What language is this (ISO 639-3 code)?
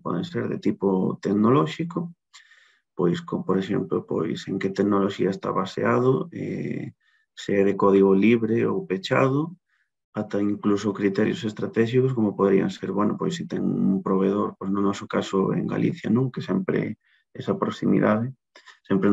glg